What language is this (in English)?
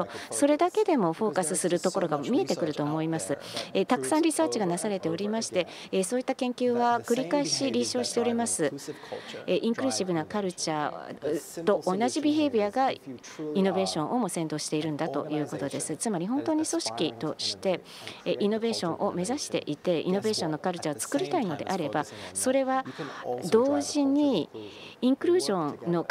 Japanese